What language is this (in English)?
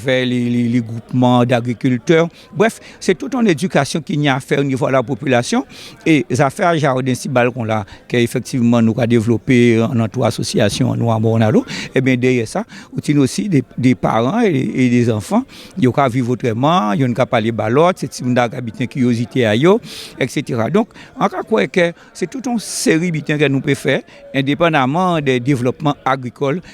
Guadeloupean Creole French